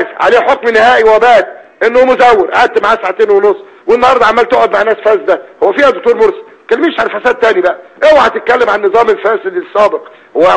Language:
Egyptian Arabic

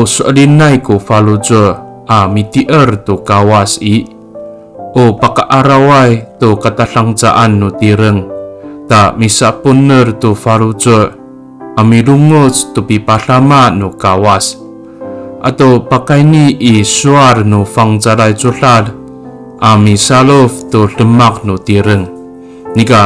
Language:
Amis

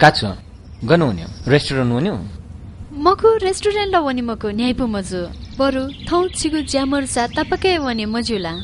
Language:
Newari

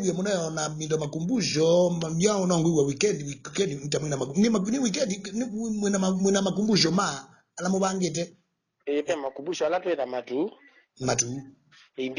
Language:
Kamba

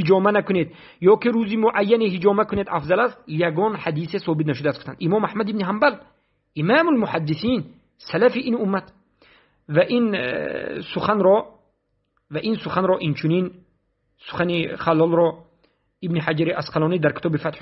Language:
Tajik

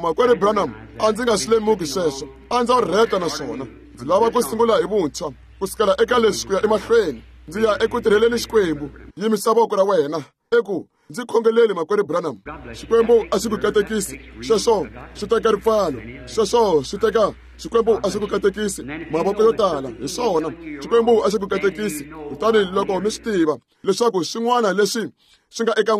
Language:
Tsonga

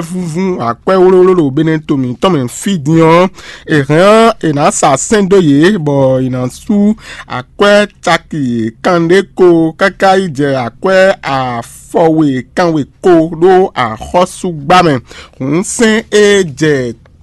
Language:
Fon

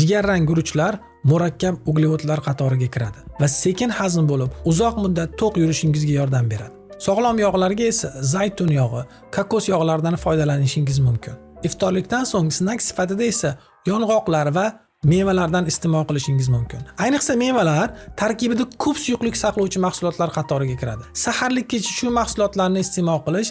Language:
Uzbek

